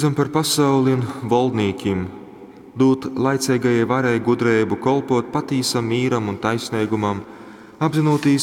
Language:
Latgalian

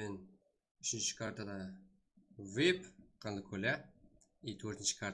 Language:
Kara-Kalpak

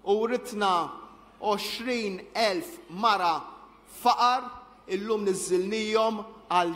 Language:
Maltese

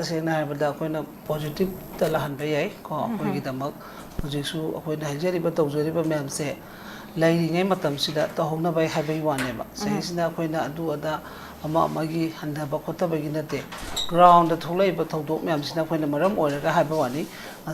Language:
Manipuri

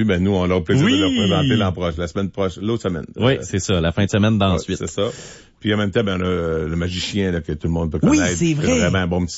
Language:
French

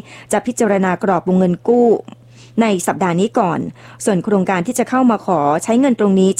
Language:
Thai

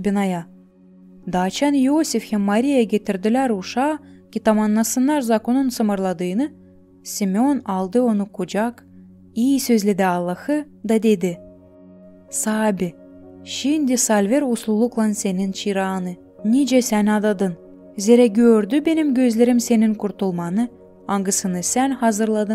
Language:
Gagauz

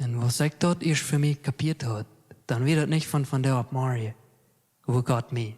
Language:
Plautdietsch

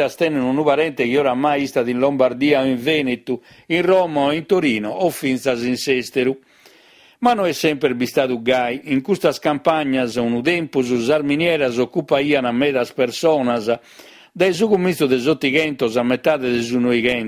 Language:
Sardinian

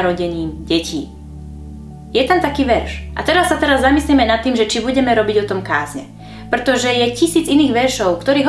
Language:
Slovak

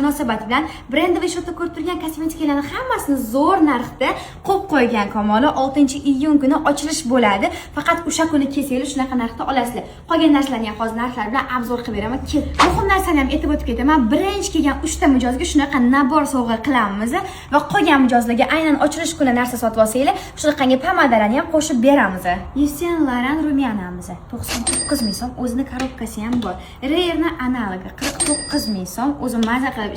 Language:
Uzbek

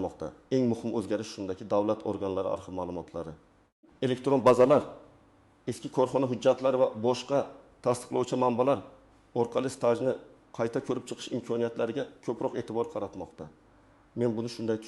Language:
Uzbek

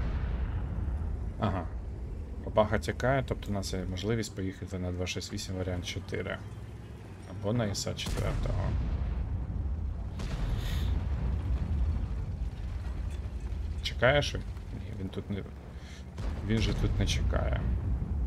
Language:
Ukrainian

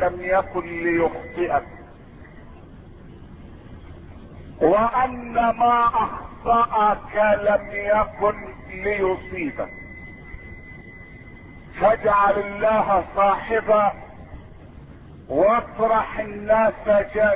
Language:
Arabic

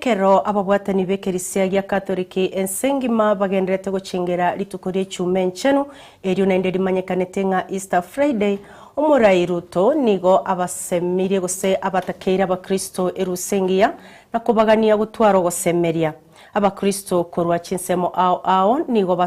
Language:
Gusii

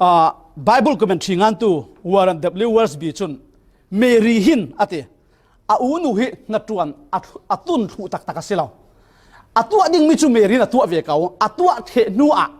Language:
Falam Chin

